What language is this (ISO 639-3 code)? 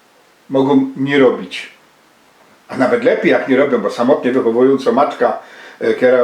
szl